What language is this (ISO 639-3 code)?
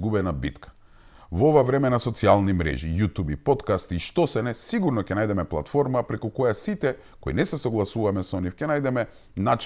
mkd